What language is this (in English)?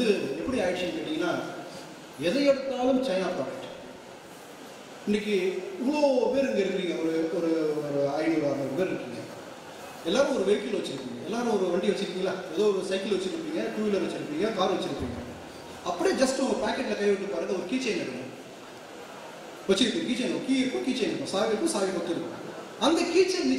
Tamil